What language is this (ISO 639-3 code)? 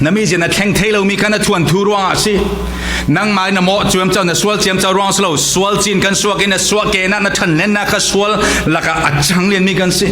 cfm